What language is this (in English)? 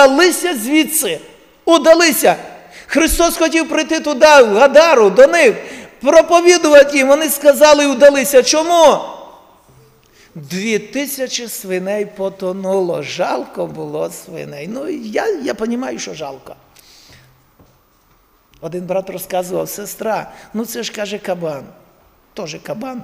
Ukrainian